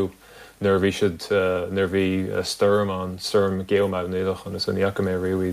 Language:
Irish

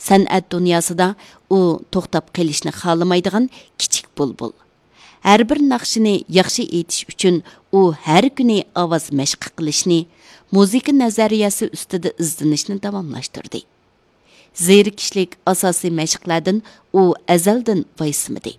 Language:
Uyghur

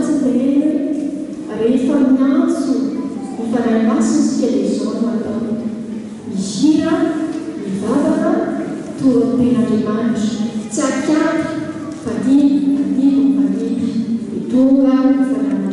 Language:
Malagasy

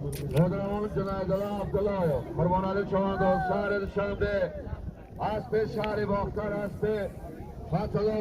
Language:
Tajik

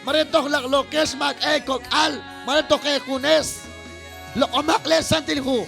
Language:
Kekchí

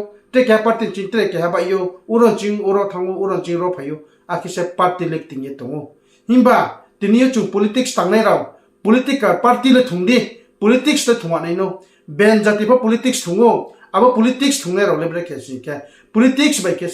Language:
Riang (India)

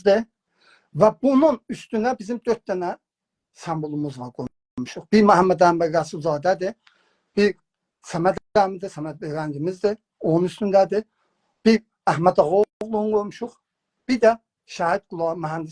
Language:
South Azerbaijani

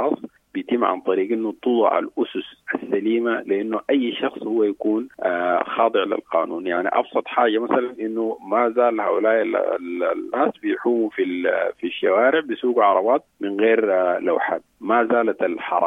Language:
Sudanese Arabic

